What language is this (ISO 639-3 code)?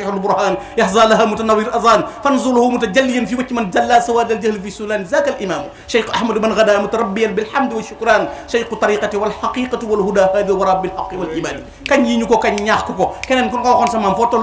wol